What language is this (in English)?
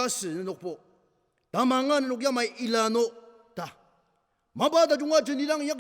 Ao Naga